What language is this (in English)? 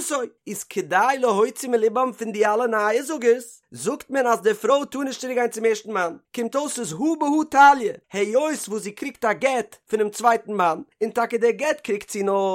Yiddish